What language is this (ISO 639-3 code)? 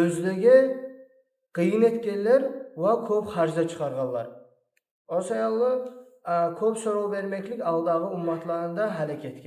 kum